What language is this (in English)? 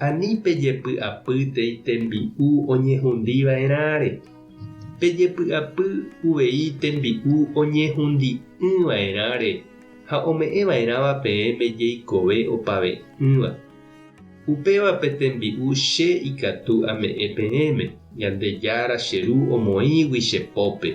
Guarani